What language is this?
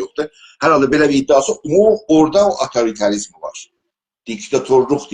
South Azerbaijani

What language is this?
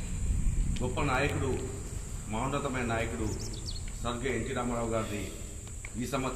Telugu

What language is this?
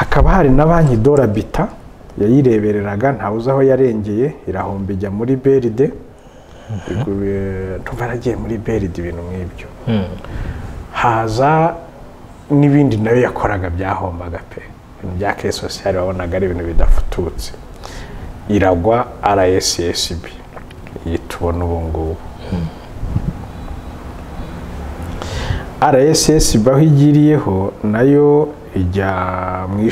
Kinyarwanda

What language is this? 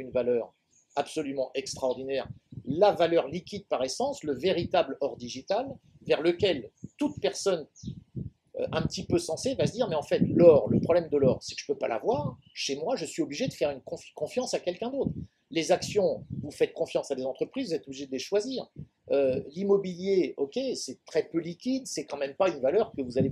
French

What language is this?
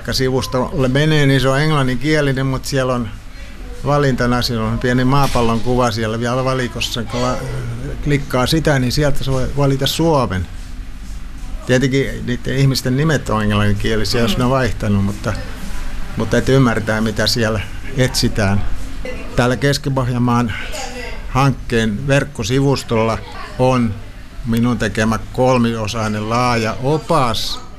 Finnish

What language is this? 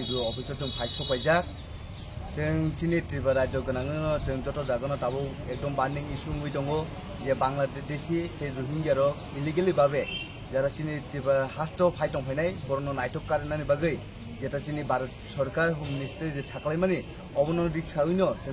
Kok Borok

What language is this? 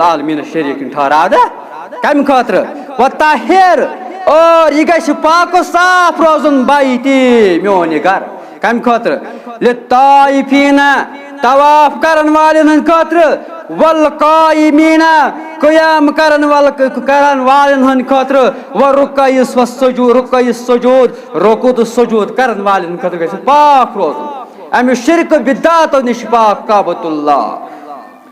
Kashmiri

